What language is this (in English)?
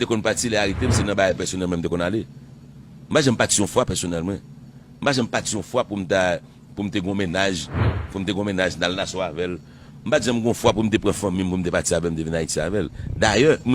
Haitian Creole